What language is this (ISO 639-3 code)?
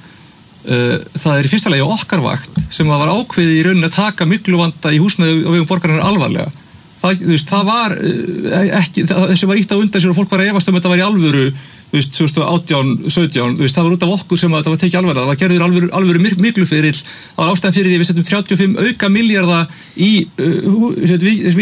isl